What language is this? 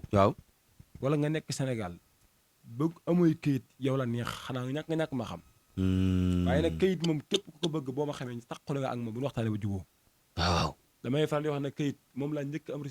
Wolof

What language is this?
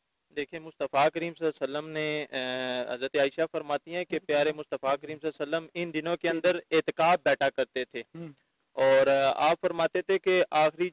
Urdu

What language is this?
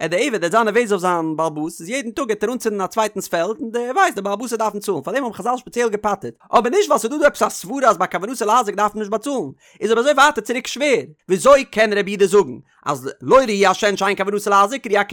Yiddish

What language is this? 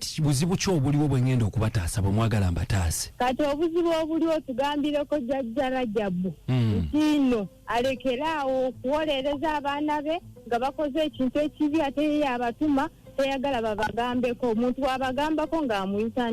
Ganda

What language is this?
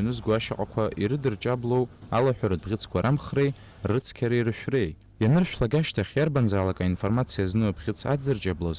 Abkhazian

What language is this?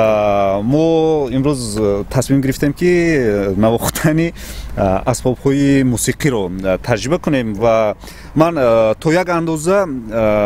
Tajik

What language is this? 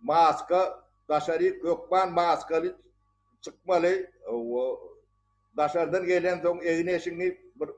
Turkmen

